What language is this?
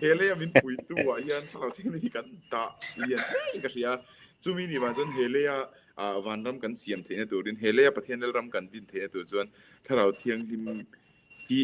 Mizo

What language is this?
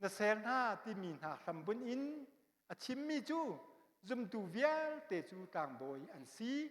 Hakha Chin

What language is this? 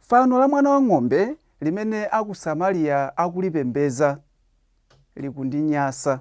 Nyanja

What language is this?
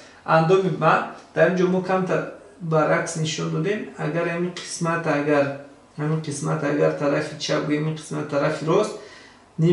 Tajik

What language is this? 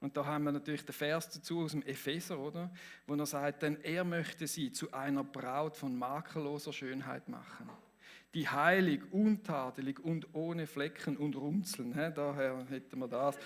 Swiss German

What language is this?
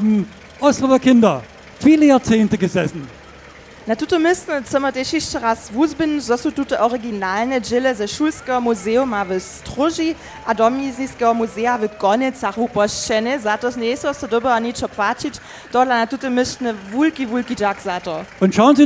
Upper Sorbian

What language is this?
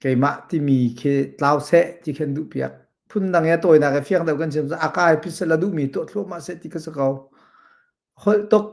Hakha Chin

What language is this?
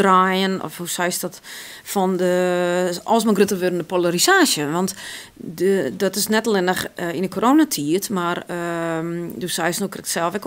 Western Frisian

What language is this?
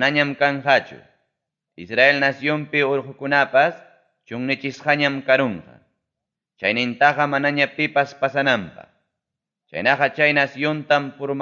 Ayacucho Quechua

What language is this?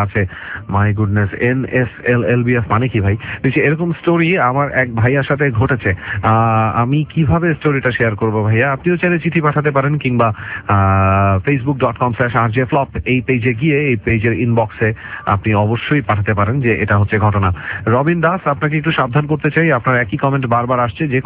Bangla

